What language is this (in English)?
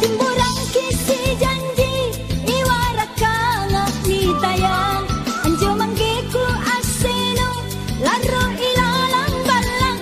Makasar